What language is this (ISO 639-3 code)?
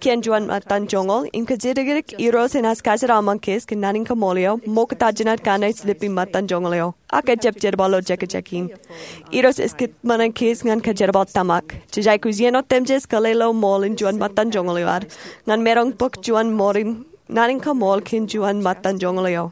mah